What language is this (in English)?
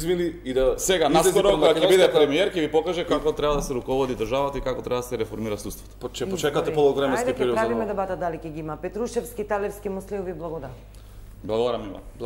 Macedonian